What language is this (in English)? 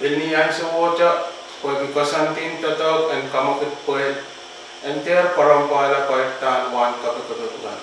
Pohnpeian